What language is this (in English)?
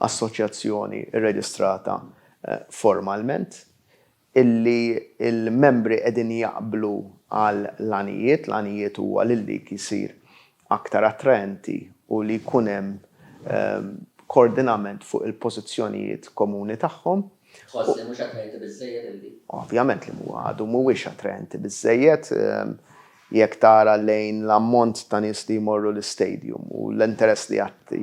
Maltese